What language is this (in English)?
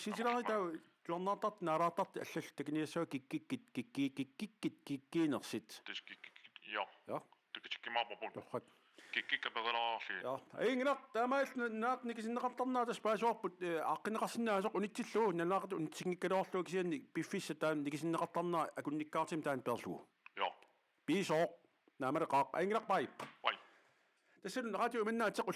Kalaallisut